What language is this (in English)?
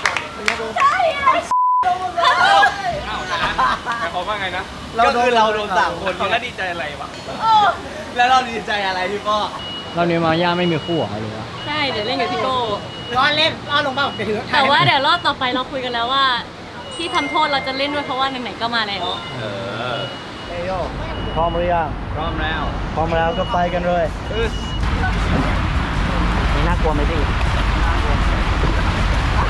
Thai